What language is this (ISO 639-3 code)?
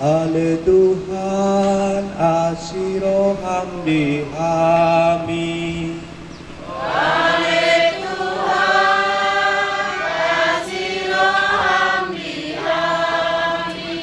bbc